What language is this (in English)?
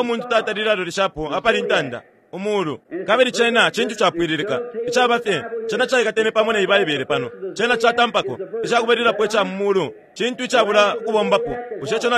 Bemba